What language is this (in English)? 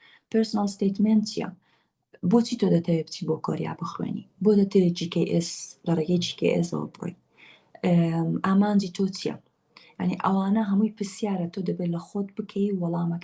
Central Kurdish